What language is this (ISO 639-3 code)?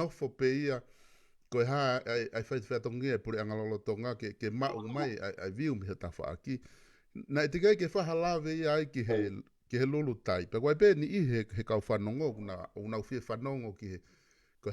ton